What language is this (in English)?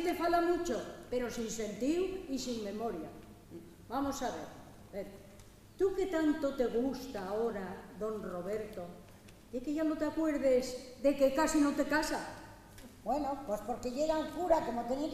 Asturian